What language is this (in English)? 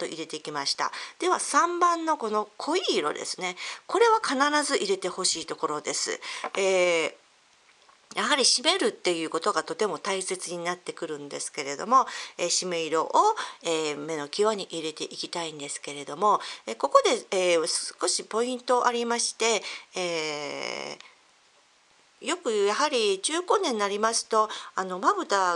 Japanese